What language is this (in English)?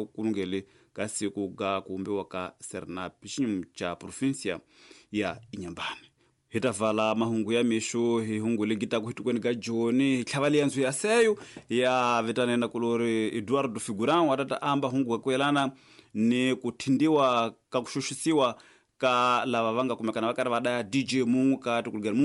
Tsonga